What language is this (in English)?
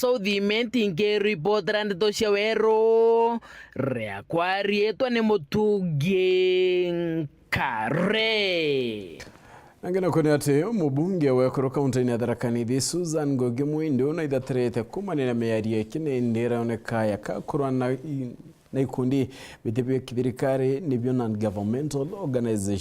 Meru